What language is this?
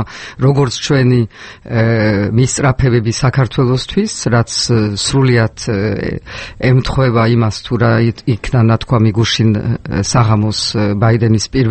Georgian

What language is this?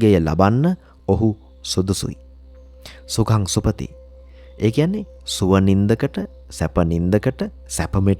Sinhala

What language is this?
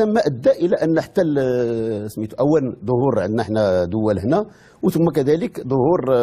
Moroccan Arabic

